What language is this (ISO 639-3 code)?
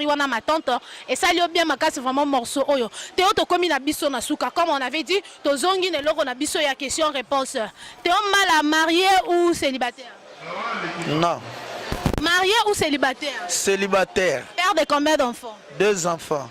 lin